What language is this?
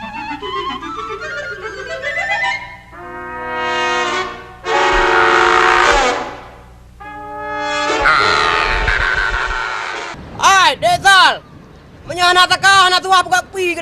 Achinese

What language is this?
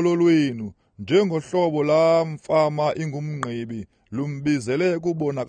Xhosa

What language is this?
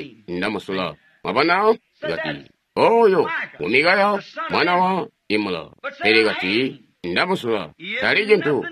Tonga (Zambia)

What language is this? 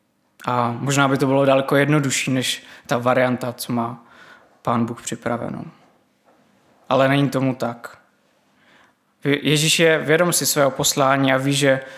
Czech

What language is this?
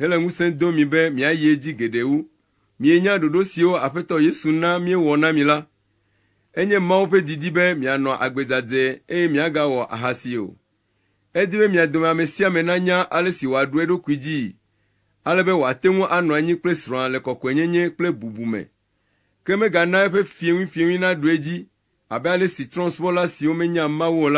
Ewe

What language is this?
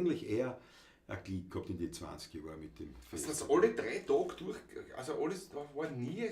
Bavarian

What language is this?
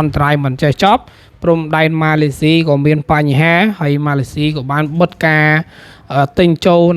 Khmer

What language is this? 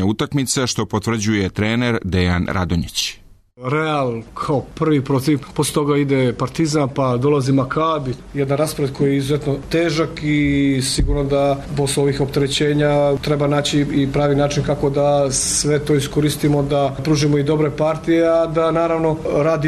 Serbian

